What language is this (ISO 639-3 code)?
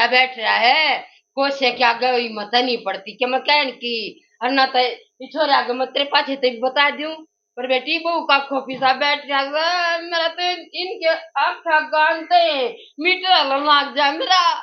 bgc